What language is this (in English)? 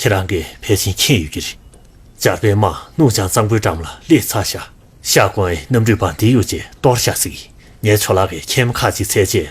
Tibetan